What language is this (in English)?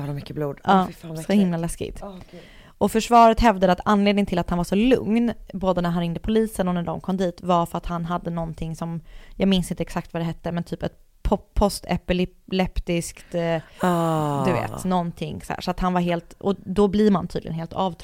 Swedish